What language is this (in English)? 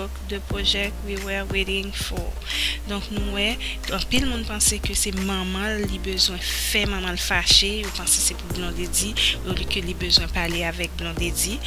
Haitian Creole